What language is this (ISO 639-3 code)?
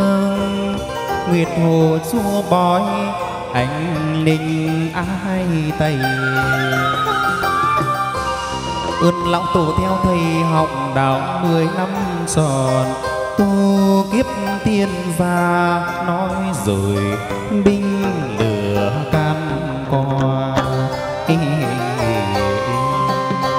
vie